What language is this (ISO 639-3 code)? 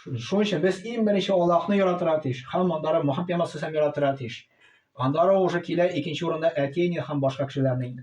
tat